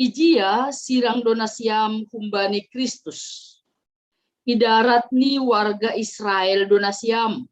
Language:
Batak Simalungun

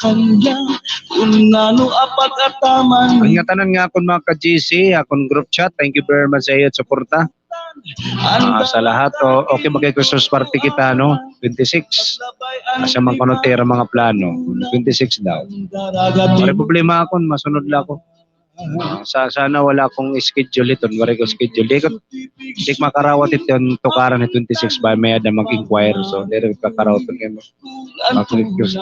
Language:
Waray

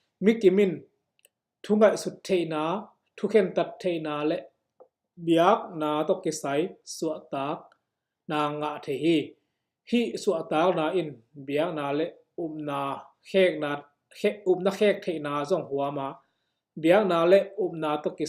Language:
Tedim Chin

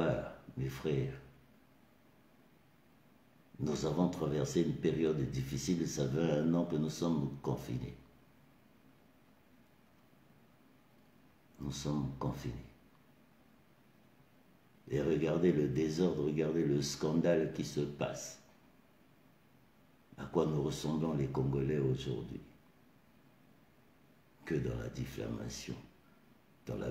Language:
French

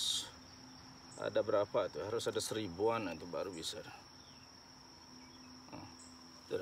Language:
Indonesian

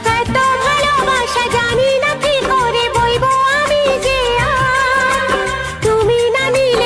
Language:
Bangla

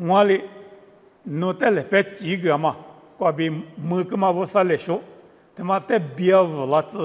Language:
Lisu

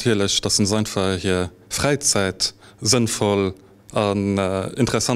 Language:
Luxembourgish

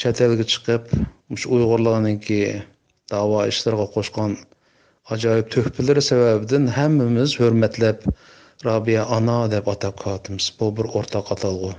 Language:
Uyghur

